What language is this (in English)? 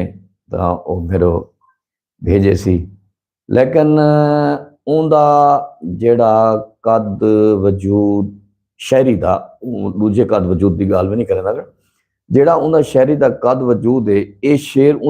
Saraiki